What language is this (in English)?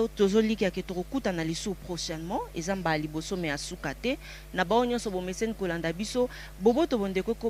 Lingala